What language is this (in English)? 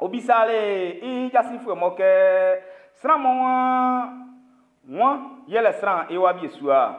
Baoulé